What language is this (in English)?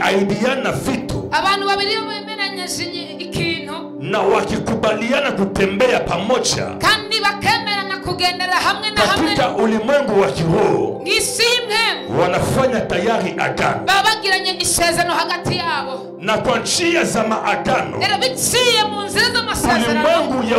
Kinyarwanda